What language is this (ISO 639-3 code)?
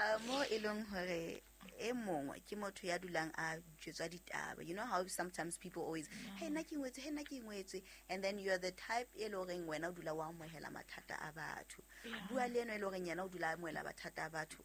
sot